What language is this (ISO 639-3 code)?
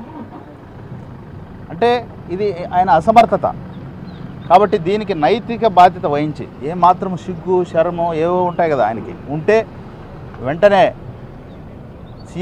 tel